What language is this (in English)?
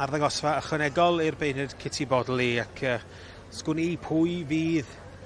Welsh